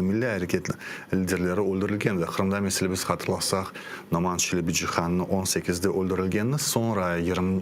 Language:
Crimean Tatar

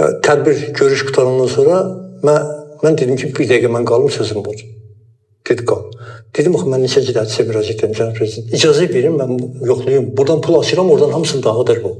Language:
Azerbaijani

